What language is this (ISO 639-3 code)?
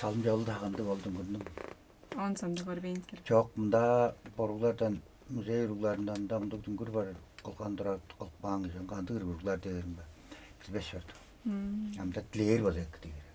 tyv